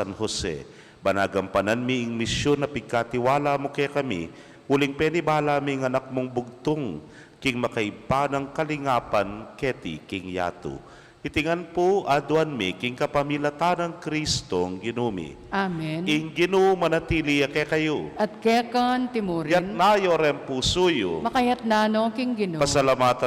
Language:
Pampanga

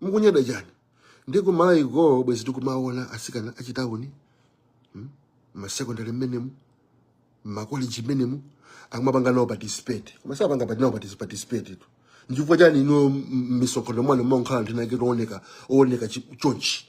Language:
Nyanja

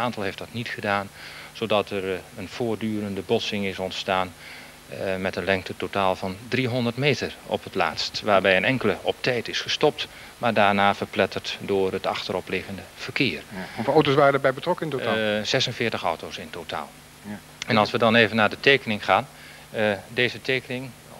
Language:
Dutch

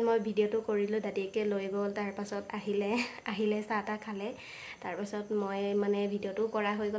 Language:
Assamese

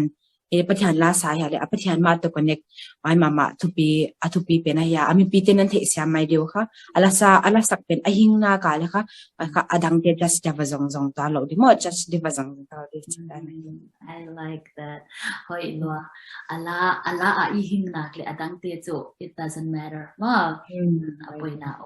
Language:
Tedim Chin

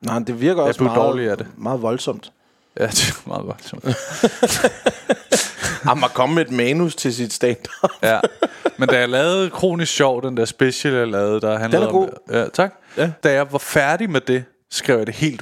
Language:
Danish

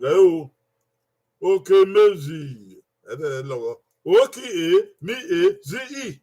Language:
Bini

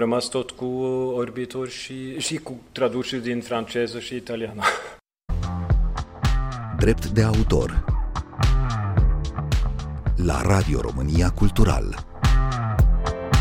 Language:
Romanian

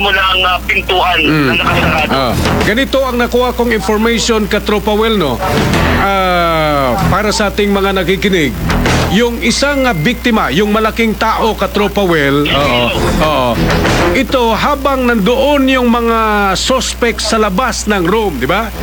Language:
Filipino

